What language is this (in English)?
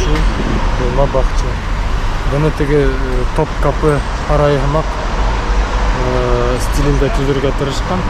Bashkir